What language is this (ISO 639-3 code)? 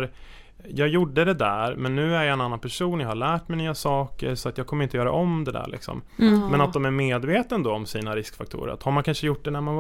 swe